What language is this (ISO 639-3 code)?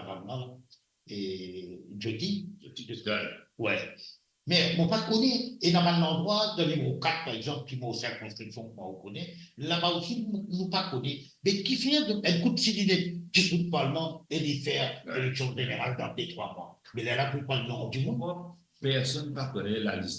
mfe